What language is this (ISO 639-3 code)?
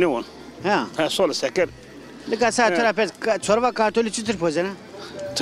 zza